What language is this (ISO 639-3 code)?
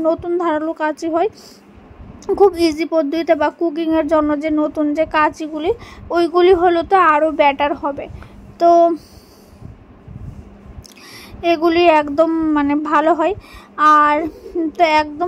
ben